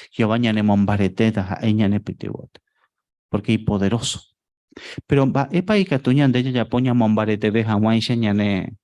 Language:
Guarani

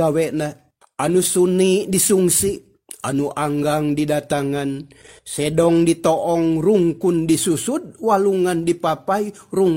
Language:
Sundanese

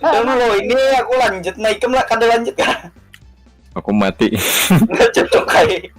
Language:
Banjar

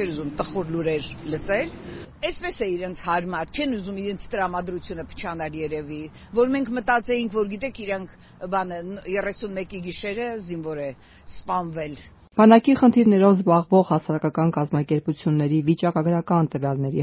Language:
Armenian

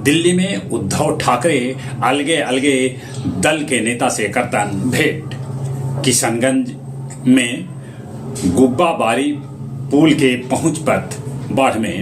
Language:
Magahi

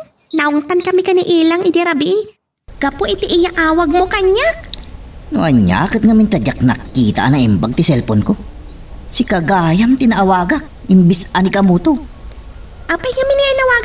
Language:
Iloko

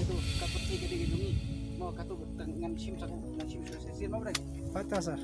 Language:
Khasi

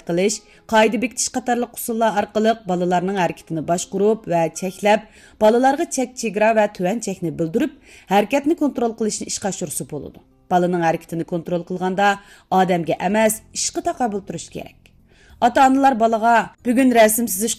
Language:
Uyghur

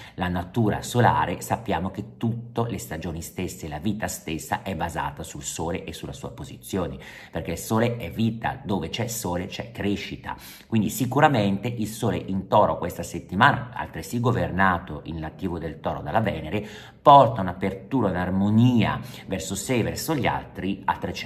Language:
Italian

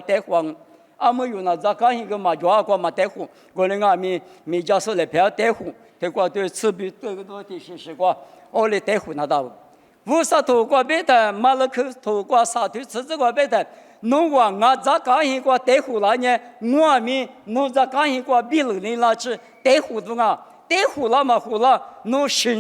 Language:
Lisu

